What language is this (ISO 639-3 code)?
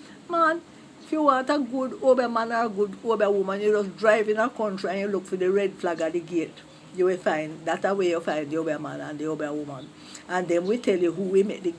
jam